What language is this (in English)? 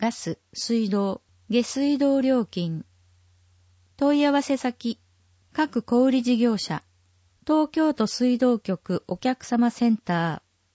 Japanese